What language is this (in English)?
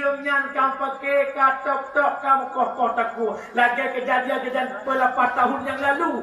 Achinese